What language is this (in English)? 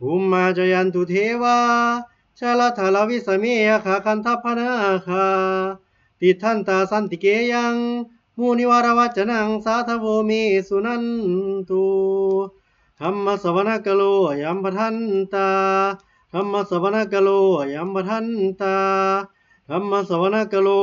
Pali